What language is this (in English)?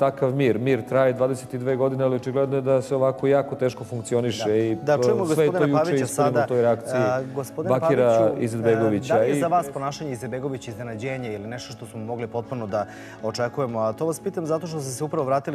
Serbian